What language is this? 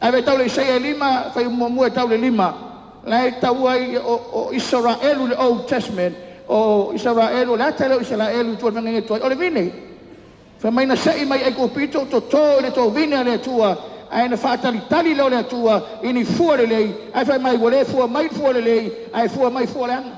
Samoan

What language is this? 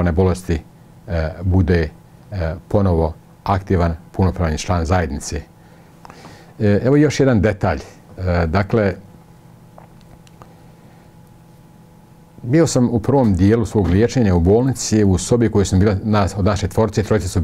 Bosnian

